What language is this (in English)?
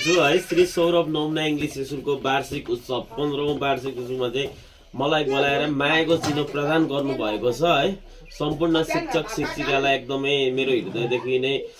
Nepali